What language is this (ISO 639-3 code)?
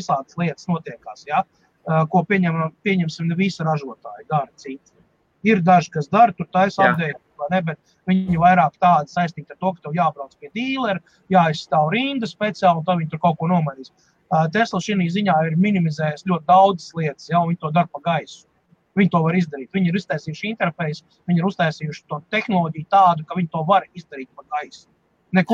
lav